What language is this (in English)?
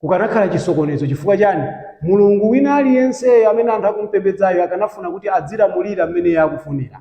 Nyanja